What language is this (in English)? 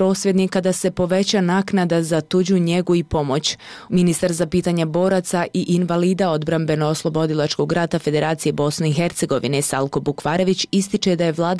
Bosnian